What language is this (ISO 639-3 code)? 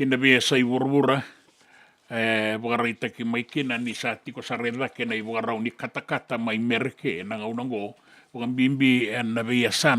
fij